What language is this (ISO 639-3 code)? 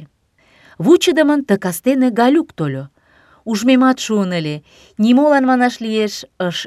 chm